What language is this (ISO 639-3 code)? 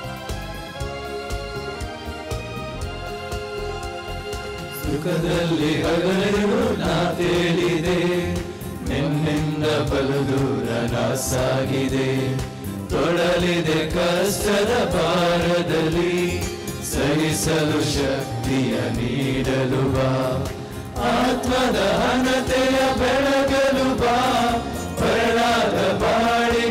kan